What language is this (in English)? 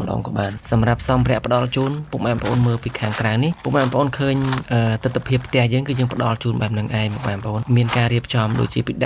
Khmer